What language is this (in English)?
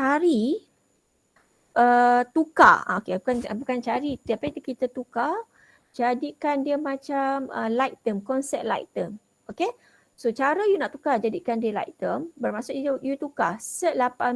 Malay